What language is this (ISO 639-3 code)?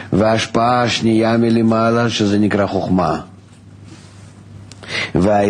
heb